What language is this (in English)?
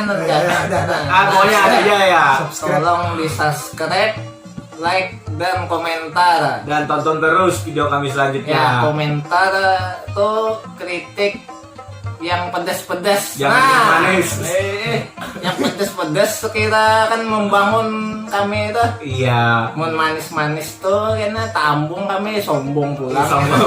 Banjar